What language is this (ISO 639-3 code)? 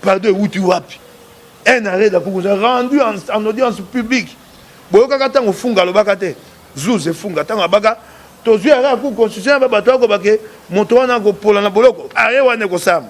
lin